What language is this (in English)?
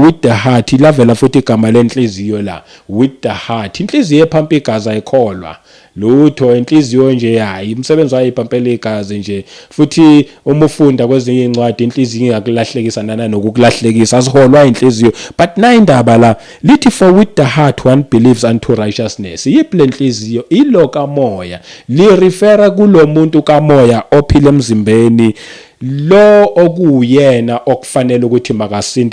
Zulu